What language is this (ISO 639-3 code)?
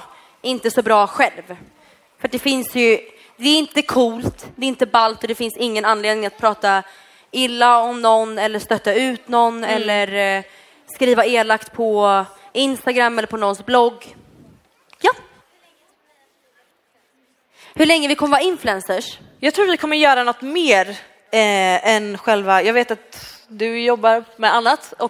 swe